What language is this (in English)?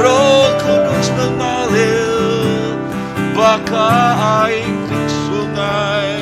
Iban